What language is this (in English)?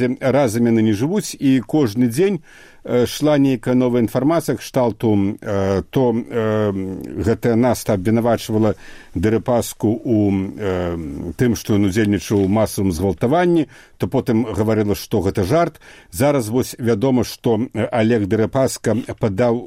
Belarusian